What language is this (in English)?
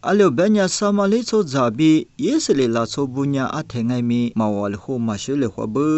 Lisu